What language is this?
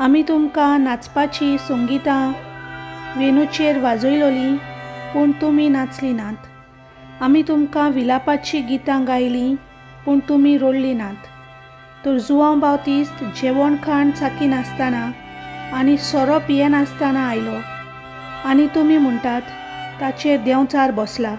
Konkani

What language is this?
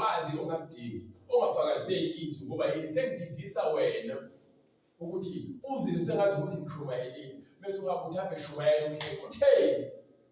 Zulu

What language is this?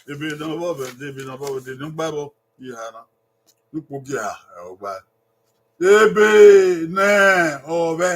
Bini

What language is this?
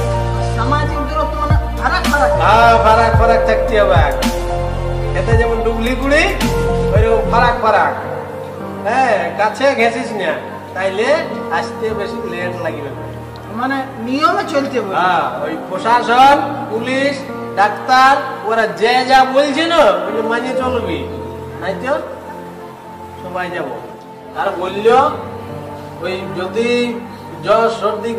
Bangla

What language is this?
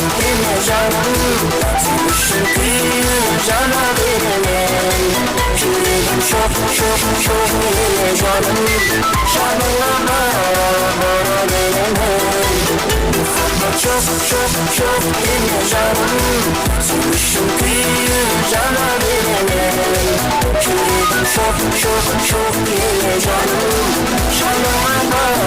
Kara-Kalpak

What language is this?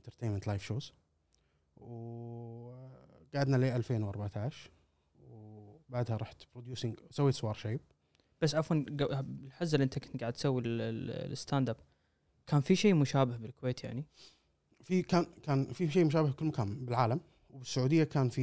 Gulf Arabic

